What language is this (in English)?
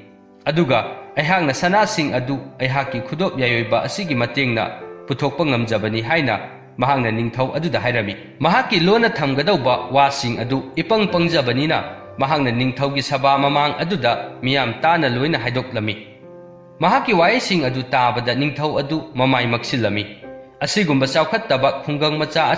Manipuri